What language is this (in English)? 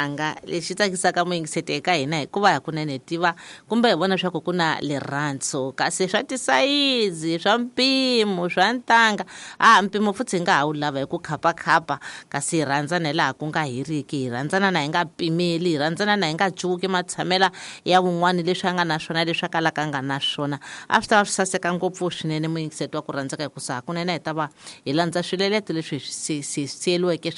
Tsonga